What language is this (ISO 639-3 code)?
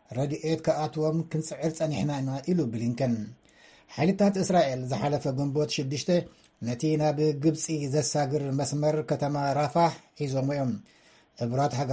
tir